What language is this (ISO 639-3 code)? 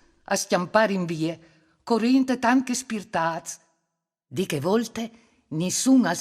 fur